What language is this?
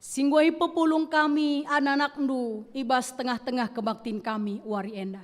Batak Karo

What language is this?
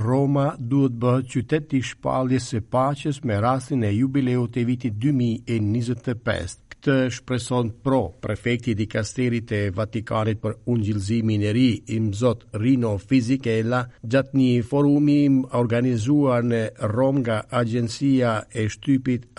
Albanian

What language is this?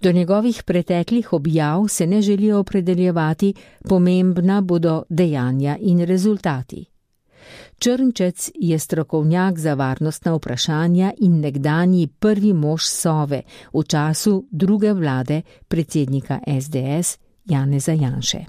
Slovenian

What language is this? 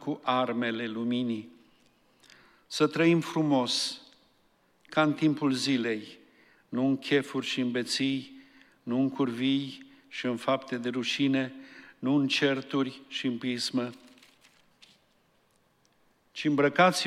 Romanian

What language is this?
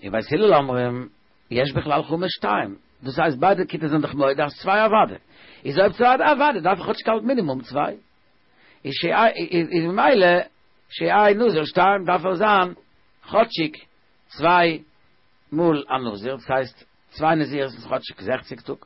Yiddish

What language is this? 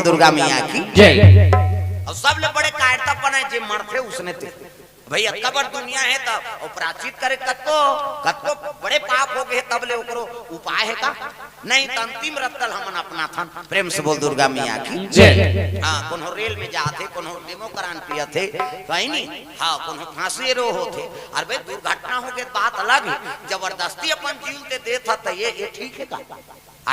Chhattisgarhi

